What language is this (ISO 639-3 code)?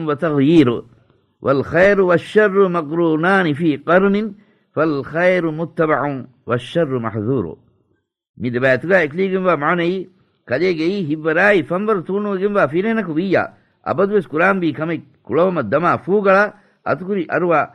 div